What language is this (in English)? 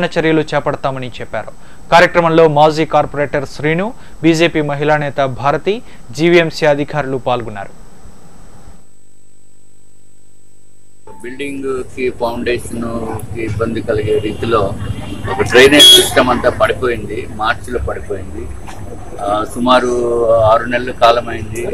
Telugu